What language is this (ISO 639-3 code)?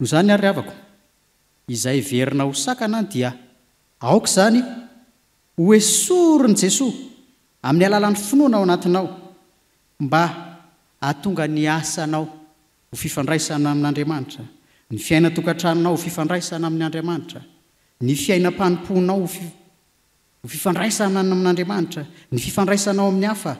mlg